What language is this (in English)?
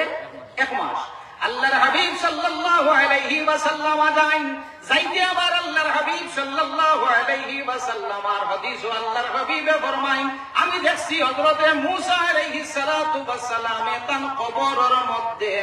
Sylheti